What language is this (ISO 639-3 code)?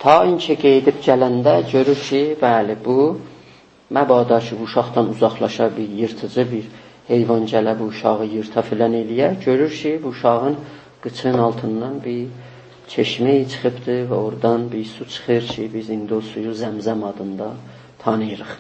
azb